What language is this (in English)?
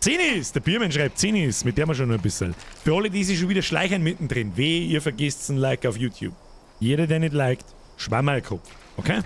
Bavarian